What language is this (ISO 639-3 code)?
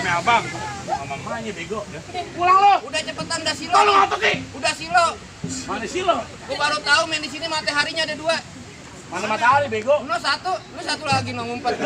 bew